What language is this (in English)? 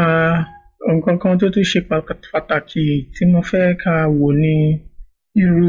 Yoruba